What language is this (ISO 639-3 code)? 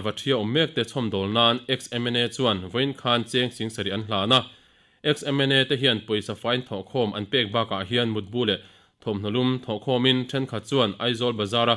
lus